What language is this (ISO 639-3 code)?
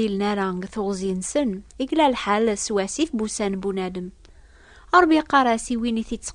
kab